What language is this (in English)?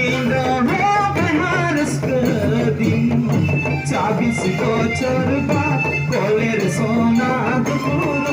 Santali